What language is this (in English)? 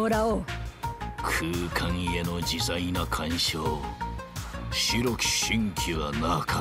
Japanese